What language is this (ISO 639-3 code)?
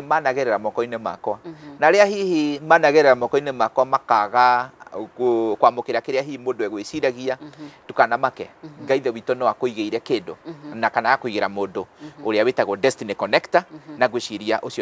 kik